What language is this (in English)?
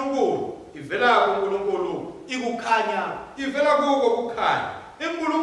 Swati